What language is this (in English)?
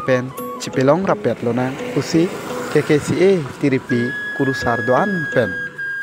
Karbi